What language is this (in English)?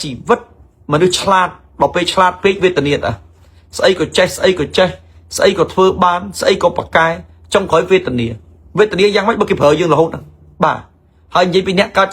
Khmer